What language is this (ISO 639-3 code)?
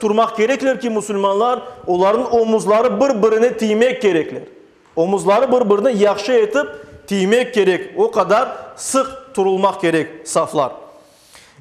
crh